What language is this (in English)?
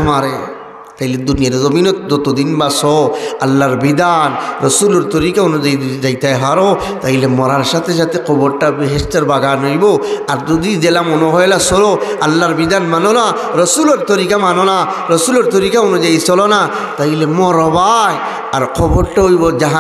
Sylheti